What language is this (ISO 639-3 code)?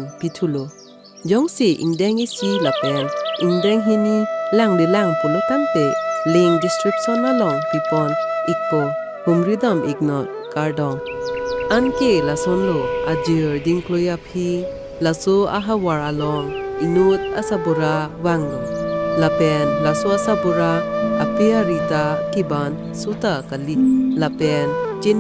mjw